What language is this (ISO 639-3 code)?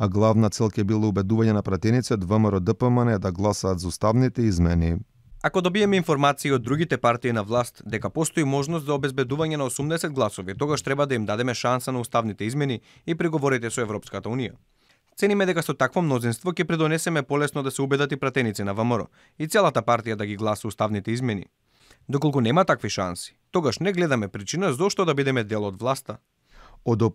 mkd